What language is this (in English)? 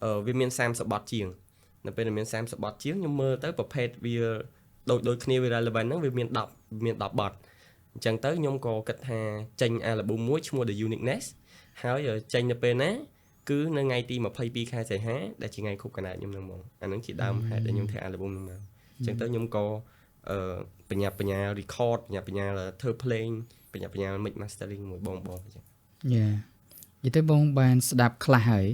Khmer